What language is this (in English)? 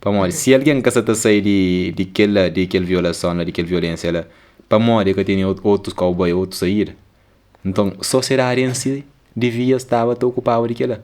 Kabuverdianu